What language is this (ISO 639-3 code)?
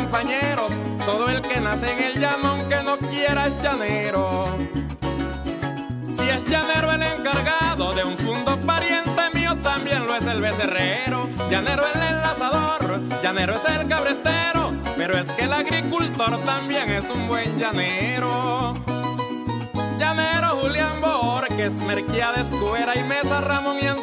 spa